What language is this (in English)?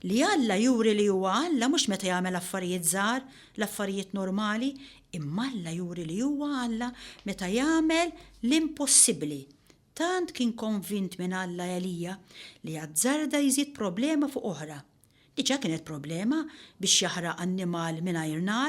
Maltese